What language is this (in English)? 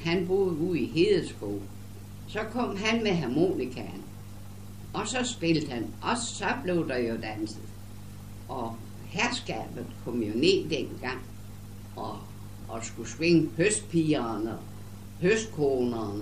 Danish